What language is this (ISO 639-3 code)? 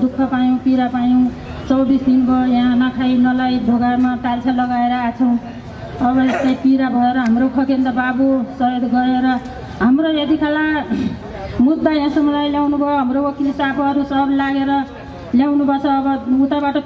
nep